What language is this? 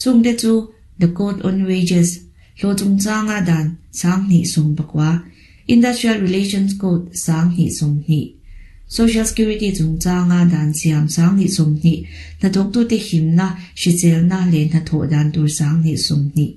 Mizo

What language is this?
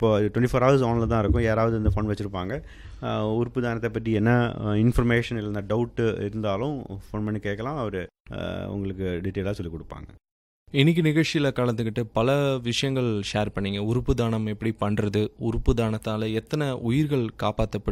Tamil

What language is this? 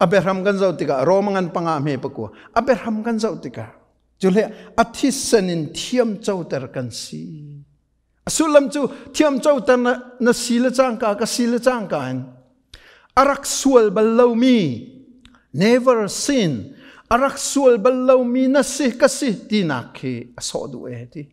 Hakha Chin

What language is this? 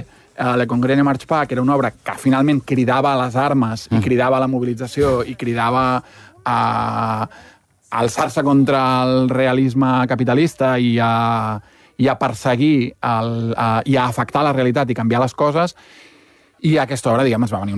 Catalan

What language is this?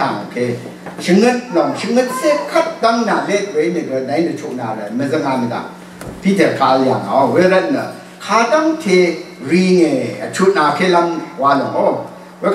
Rawang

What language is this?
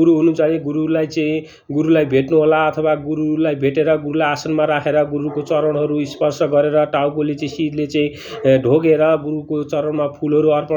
Nepali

